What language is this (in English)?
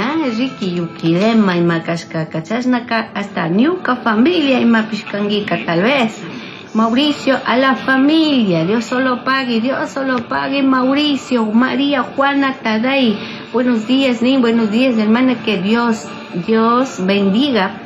Chimborazo Highland Quichua